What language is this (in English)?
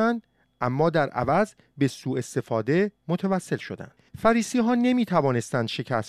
Persian